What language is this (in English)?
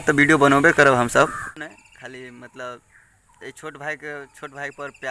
Maithili